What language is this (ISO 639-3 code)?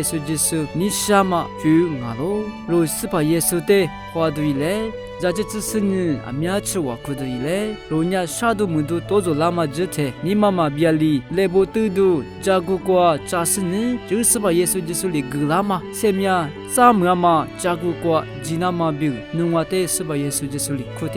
lis